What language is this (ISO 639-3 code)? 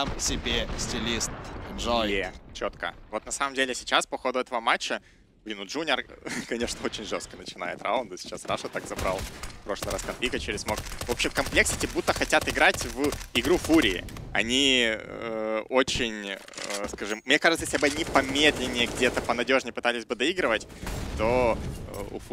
rus